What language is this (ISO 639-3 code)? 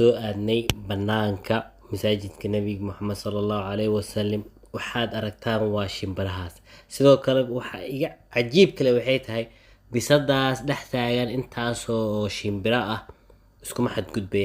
som